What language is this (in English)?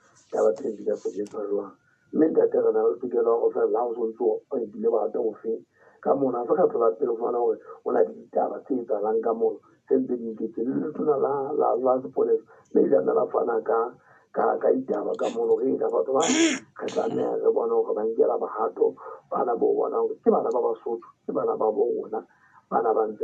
Southern Sotho